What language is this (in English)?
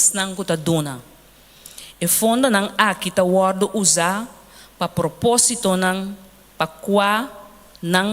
Papiamento